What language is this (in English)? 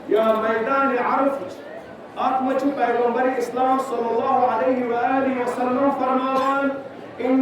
Kashmiri